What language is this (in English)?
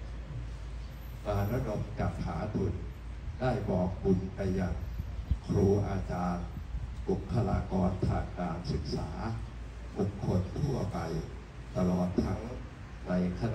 Thai